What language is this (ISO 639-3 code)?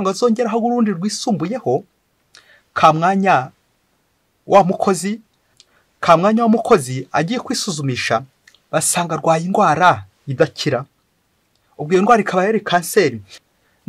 kin